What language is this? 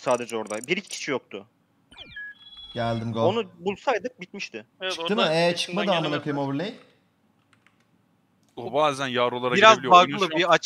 Turkish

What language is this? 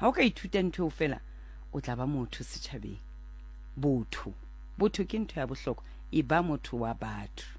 Southern Sotho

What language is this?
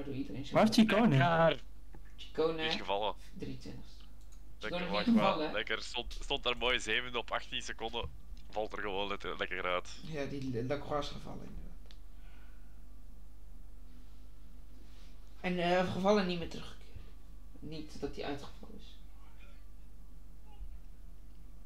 Dutch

